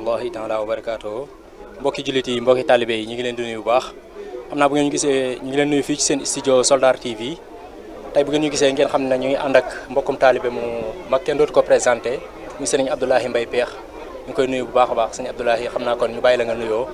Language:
Wolof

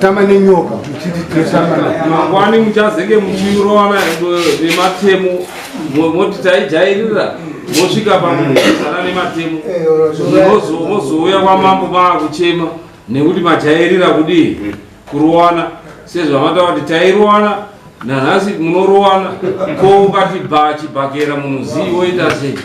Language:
Shona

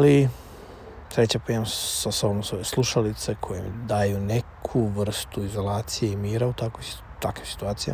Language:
Serbian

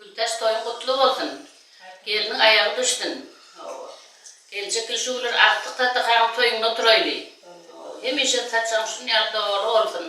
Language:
Turkmen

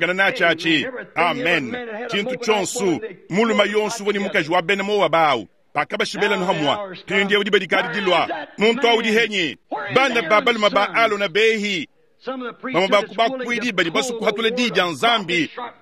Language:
Luba-Lulua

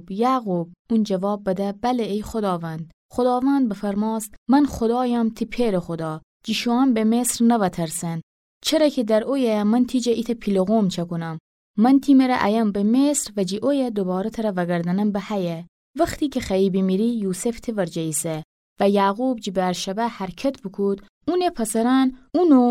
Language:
Gilaki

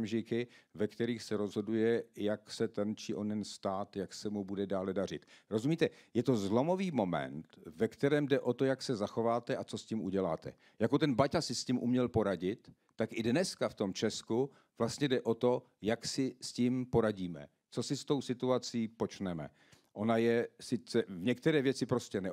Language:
Czech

